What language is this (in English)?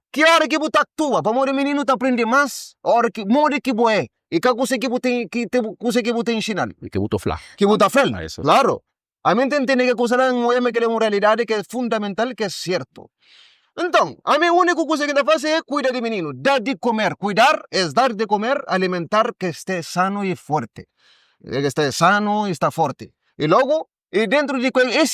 Kabuverdianu